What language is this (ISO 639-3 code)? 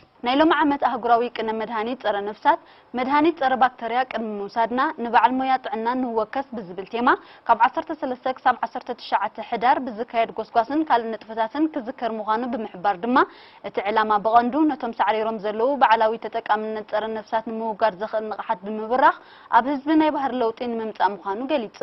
tir